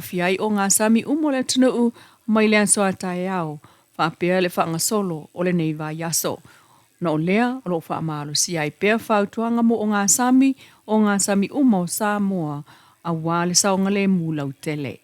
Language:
Samoan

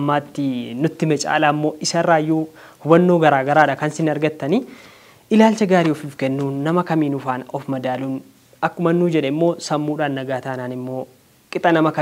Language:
Oromo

